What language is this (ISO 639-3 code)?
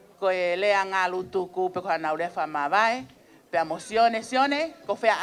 ton